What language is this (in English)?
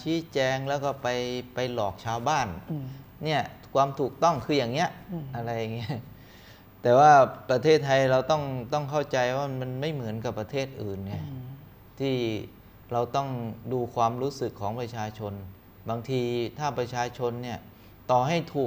Thai